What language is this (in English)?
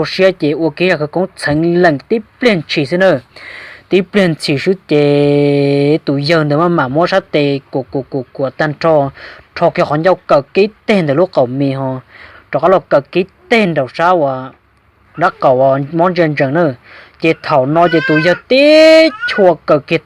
Hmong